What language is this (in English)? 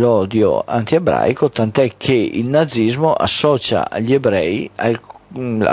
Italian